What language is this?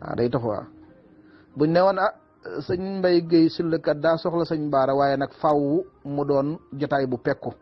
Wolof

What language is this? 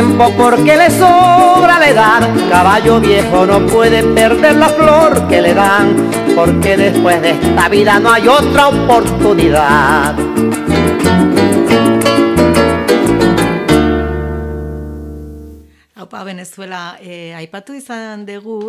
Basque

